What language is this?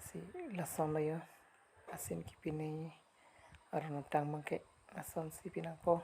Karbi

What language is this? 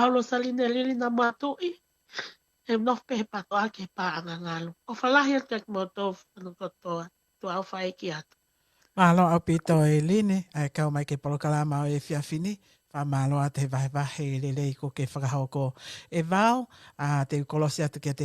Tongan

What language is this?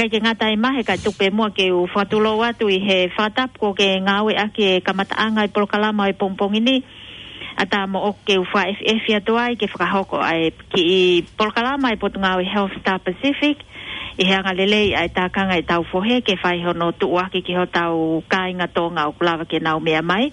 Tongan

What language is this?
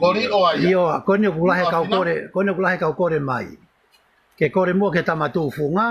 Tongan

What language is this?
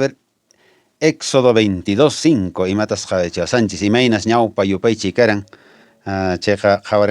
Quechua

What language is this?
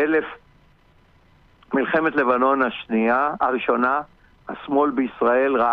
Hebrew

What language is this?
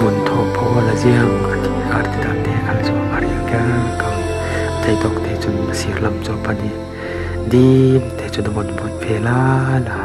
Falam Chin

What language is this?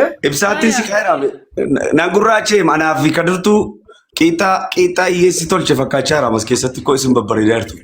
Oromo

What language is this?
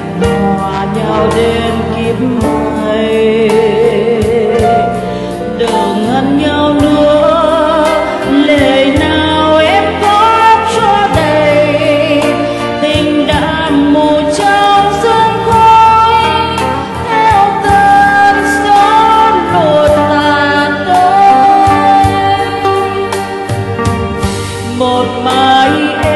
Vietnamese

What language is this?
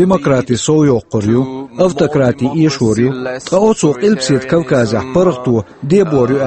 Chechen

